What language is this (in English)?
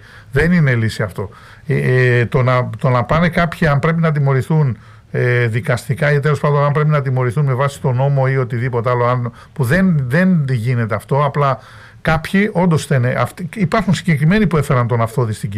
Greek